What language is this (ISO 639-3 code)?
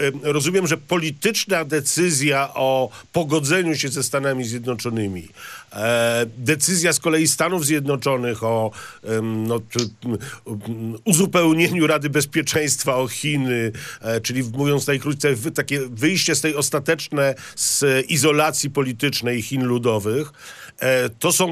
pol